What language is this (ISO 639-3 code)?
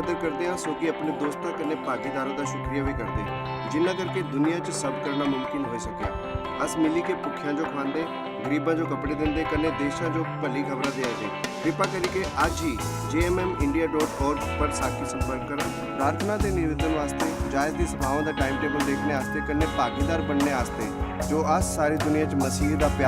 doi